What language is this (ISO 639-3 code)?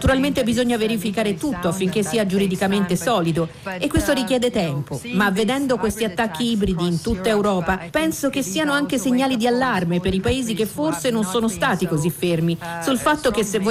ita